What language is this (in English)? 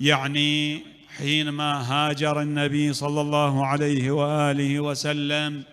Mesopotamian Arabic